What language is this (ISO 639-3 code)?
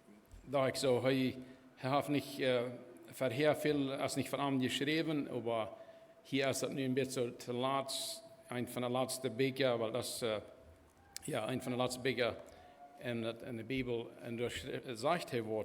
pdt